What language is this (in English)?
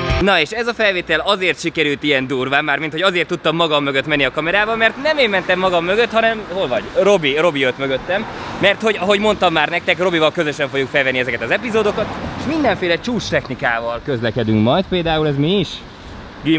Hungarian